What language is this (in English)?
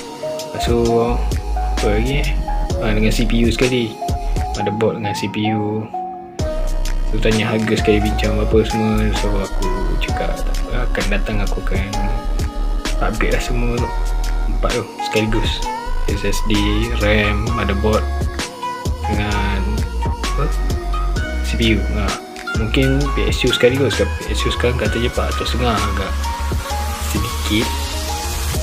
Malay